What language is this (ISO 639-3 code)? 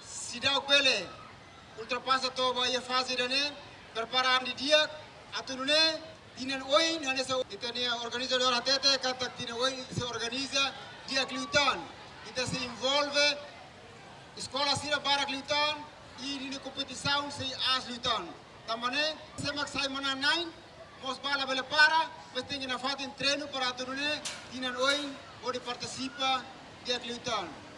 tet